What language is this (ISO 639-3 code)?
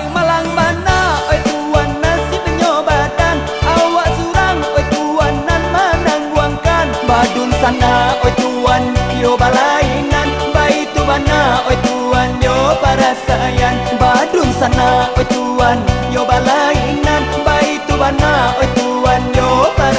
min